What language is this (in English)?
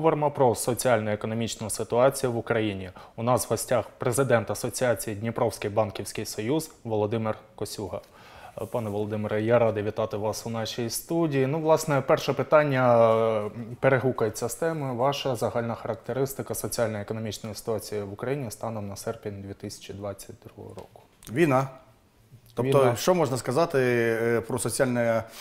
Ukrainian